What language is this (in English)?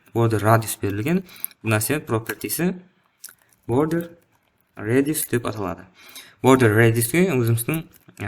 Kara-Kalpak